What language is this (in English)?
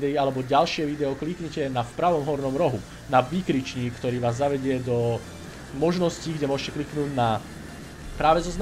Slovak